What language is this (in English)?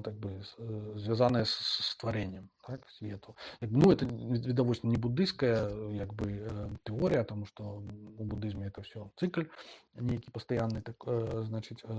Belarusian